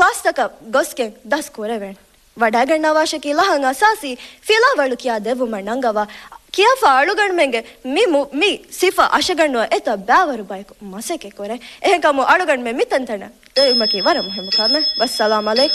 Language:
Divehi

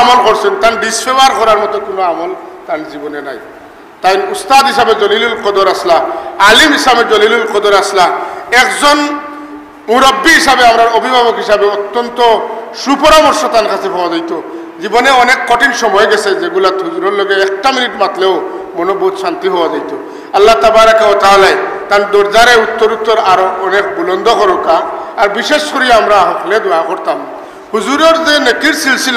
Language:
Sylheti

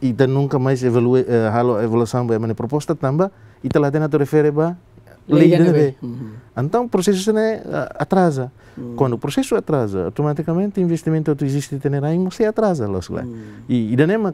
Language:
Tetum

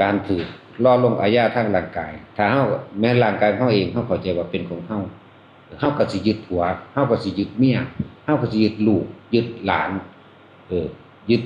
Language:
Northeastern Thai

